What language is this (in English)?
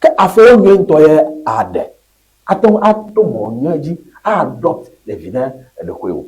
Ewe